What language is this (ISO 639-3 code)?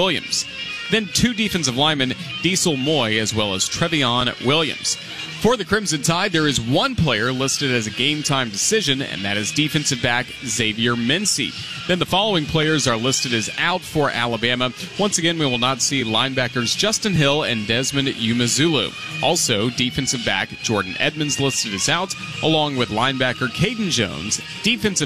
eng